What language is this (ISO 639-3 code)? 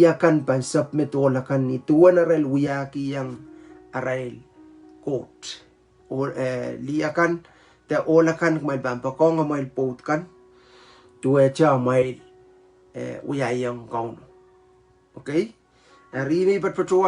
pon